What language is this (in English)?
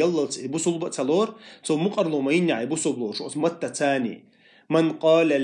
Chechen